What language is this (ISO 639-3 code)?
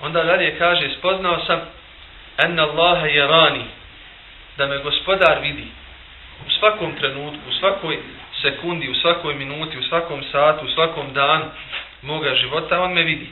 bos